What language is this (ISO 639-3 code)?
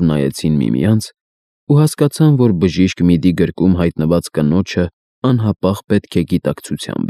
hye